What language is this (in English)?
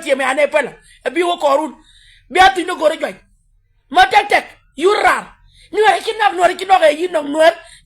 Nuer